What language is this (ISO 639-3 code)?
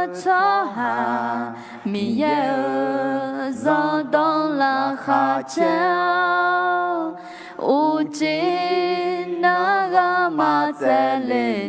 ahk